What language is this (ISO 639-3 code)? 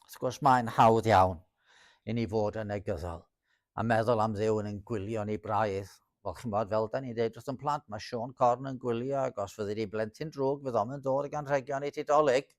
cym